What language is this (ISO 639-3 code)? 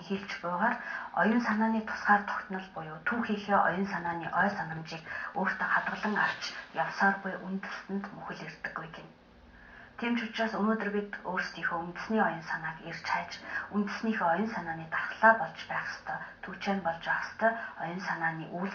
mon